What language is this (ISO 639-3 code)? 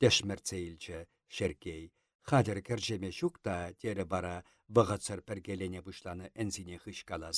chv